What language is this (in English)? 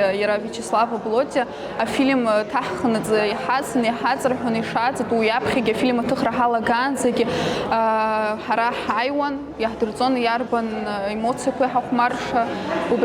Abkhazian